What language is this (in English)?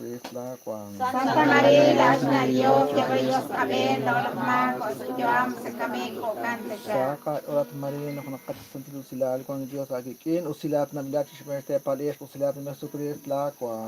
Kekchí